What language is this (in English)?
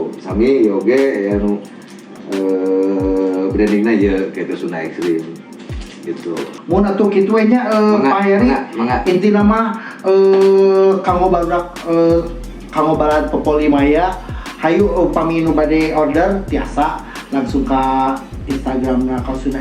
Sundanese